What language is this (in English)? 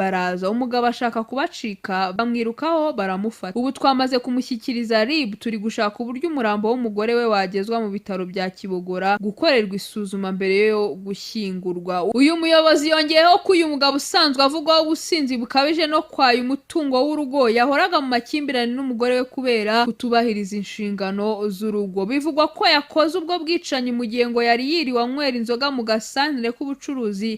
Kinyarwanda